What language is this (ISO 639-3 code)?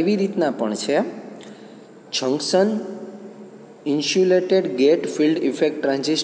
guj